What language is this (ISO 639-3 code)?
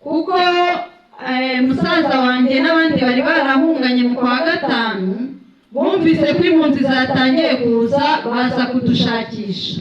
kin